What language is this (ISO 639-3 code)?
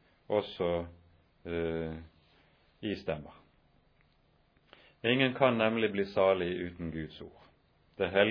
nor